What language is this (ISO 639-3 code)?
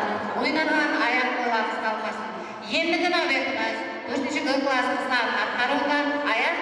kaa